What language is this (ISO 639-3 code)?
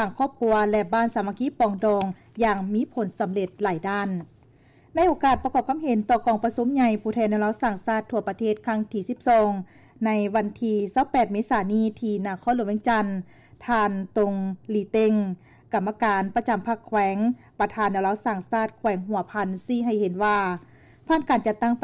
lao